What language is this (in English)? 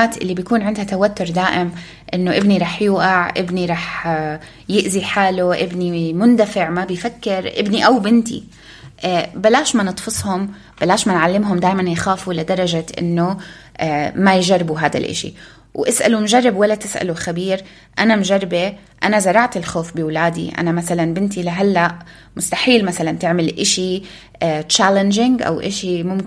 North Levantine Arabic